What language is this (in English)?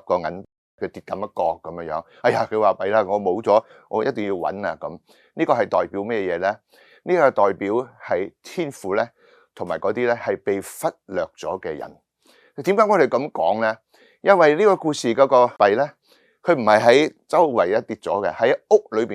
Cantonese